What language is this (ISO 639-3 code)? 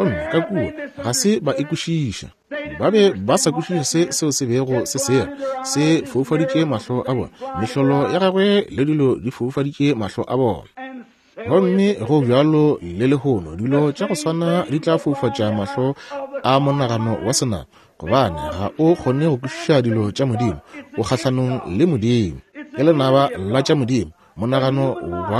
nso